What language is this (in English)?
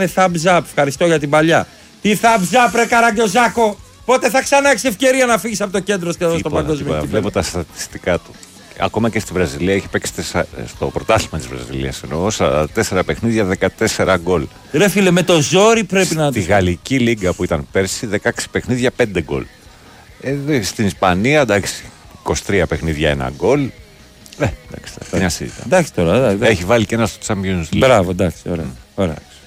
Greek